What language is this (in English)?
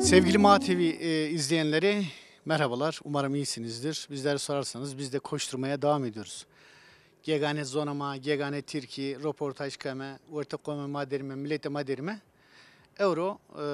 Zaza